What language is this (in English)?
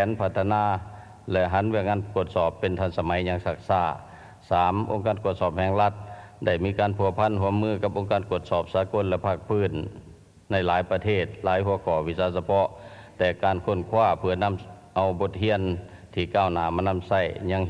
Lao